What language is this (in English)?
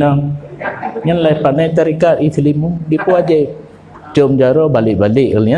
Achinese